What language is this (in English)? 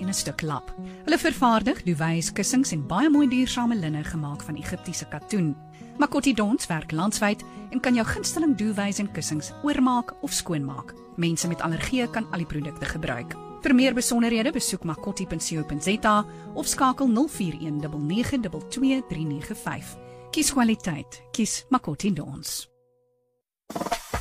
Afrikaans